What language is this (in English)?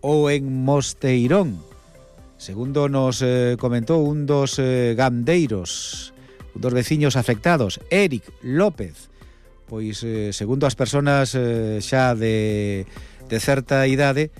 Galician